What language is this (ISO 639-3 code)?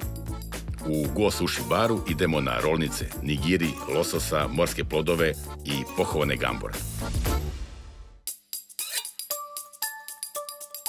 srp